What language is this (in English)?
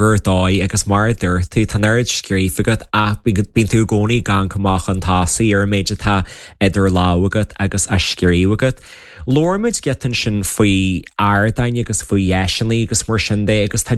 Irish